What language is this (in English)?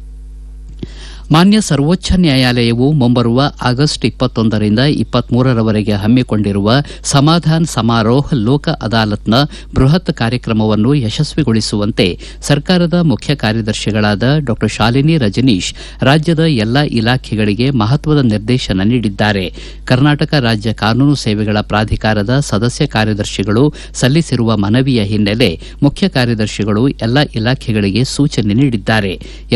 Kannada